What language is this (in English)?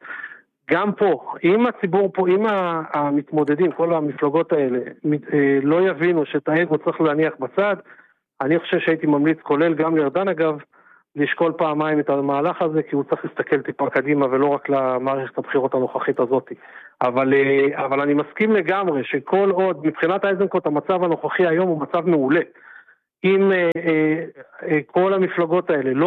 Hebrew